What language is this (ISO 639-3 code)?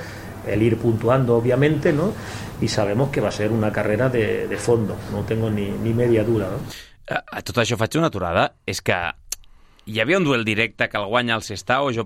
cat